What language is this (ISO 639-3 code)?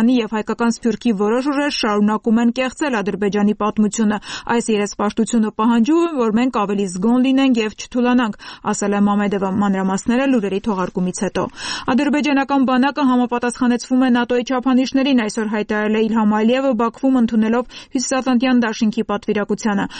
hye